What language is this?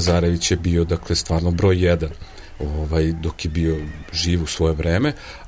Serbian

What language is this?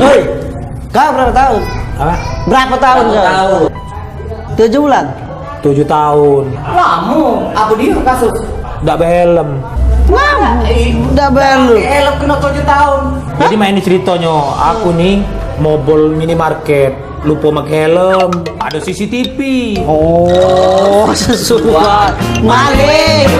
Musi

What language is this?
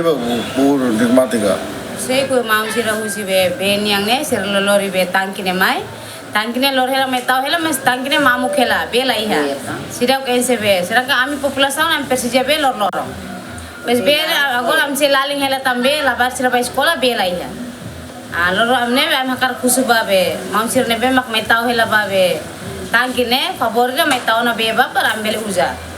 Tetum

